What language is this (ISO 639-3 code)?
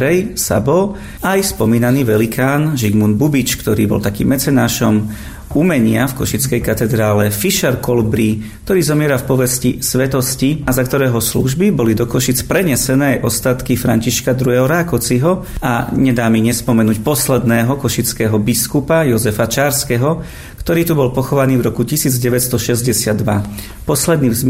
slk